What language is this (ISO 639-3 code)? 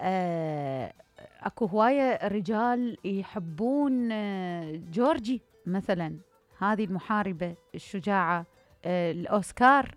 acm